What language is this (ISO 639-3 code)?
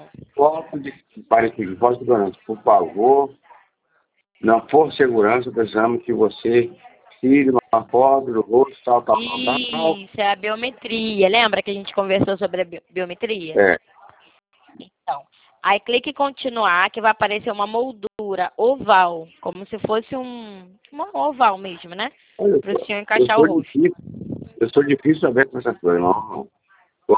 por